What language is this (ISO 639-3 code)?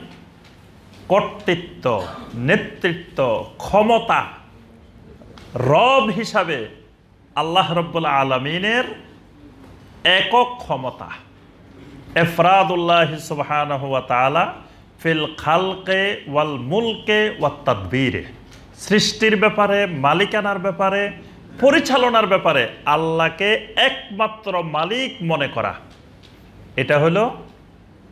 ben